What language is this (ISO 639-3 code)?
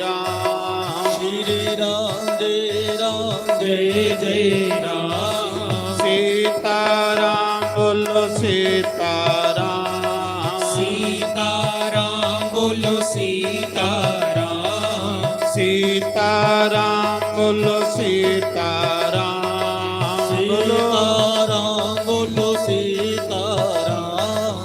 doi